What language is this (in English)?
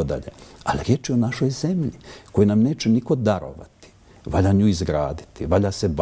Bosnian